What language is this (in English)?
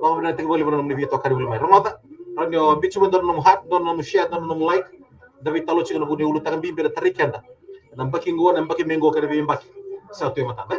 Fijian